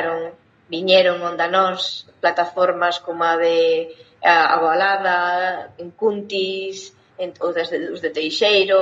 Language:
Galician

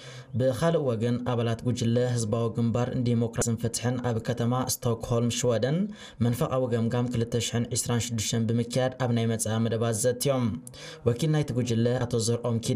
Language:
Tigrinya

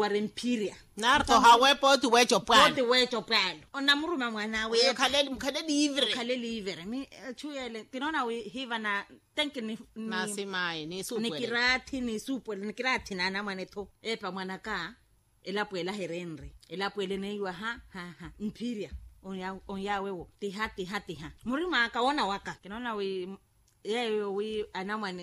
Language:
Makhuwa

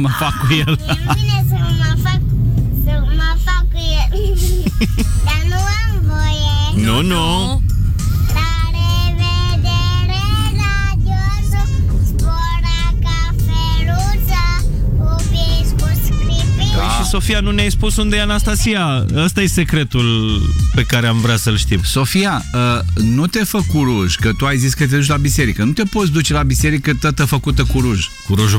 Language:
Romanian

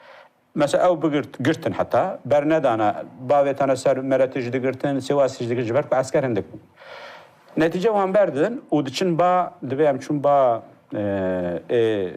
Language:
Kurdish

